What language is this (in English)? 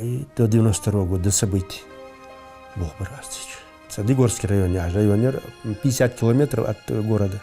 Ingush